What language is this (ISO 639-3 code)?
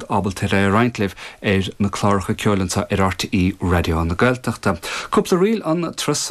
gle